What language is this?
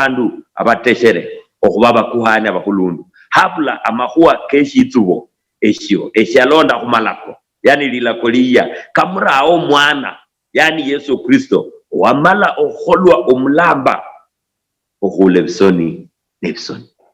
Luyia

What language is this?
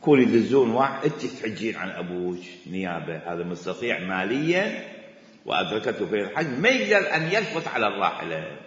Mesopotamian Arabic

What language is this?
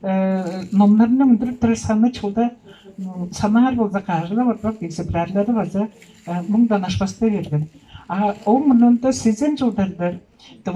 Tuvinian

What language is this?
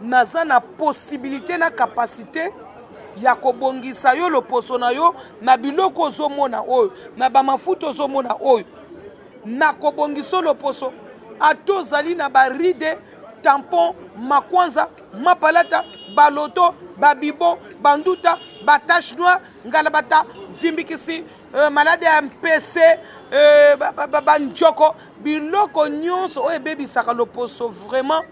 Lingala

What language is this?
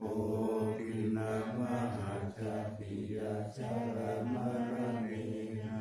Pali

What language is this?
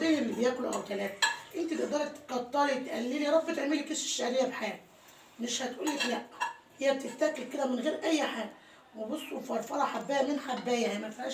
Egyptian Arabic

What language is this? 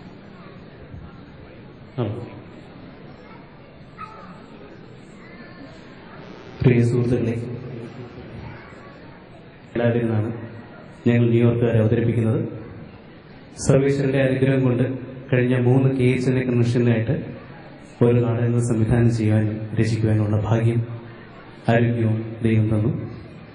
Malayalam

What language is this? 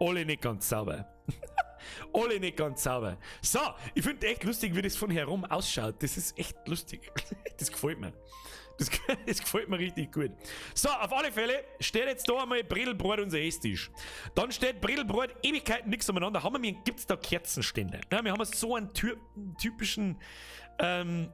Bavarian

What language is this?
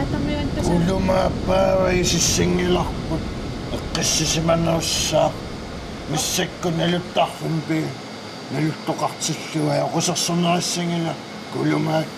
Kalaallisut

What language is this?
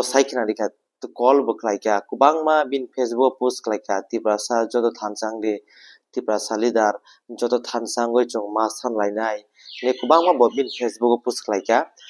Kok Borok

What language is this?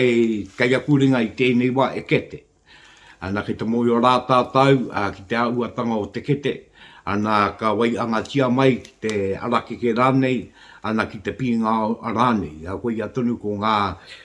Māori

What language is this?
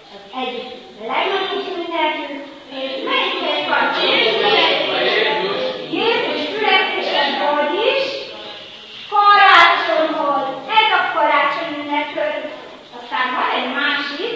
Hungarian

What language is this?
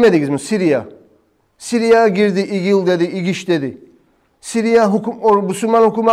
Kumyk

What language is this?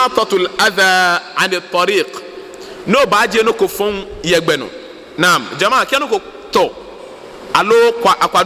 Ga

